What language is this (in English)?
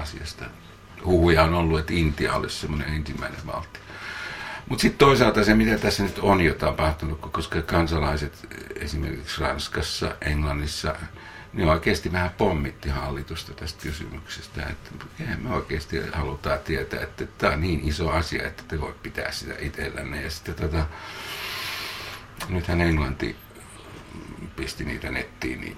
Finnish